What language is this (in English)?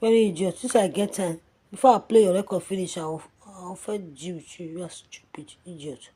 Nigerian Pidgin